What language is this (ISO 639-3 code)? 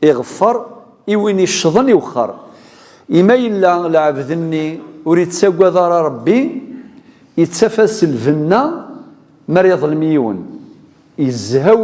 kab